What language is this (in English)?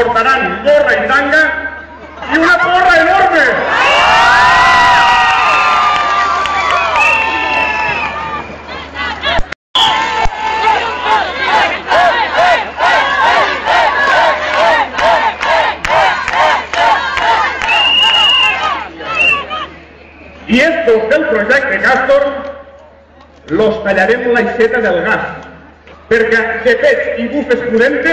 Catalan